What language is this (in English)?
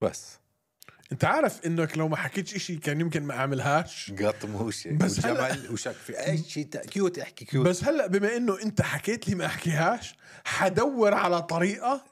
North Levantine Arabic